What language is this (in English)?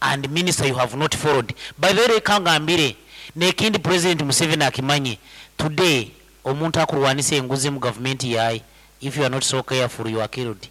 Nyankole